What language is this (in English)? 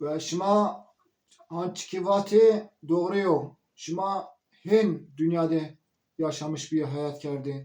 Zaza